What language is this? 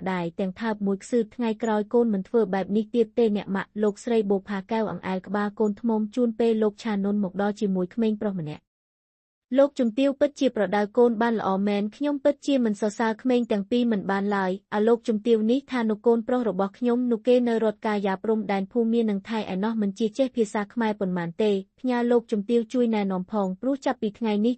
Khmer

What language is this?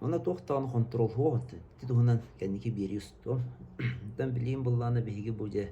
Yakut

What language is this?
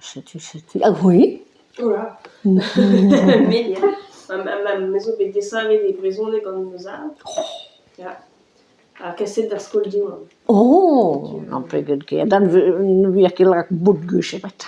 Breton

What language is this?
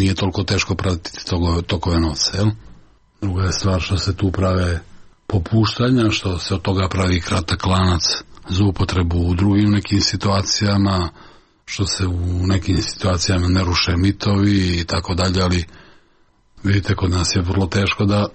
Serbian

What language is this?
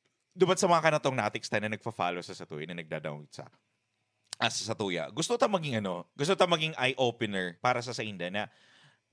Bikol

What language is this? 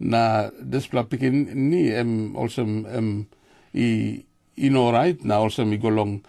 Tok Pisin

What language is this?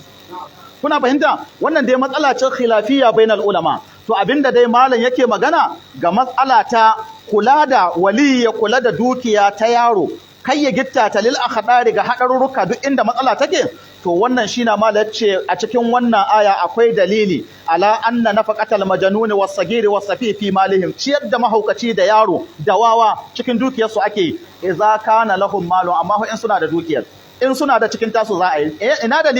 Hausa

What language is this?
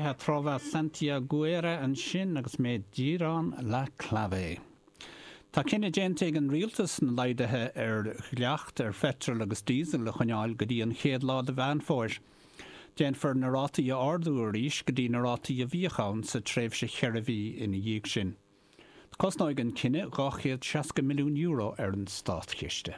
Irish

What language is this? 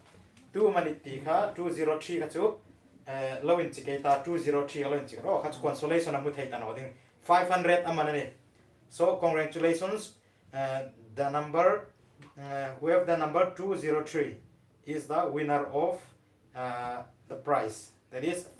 Hmar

